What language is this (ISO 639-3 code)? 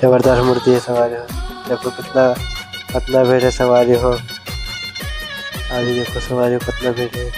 hne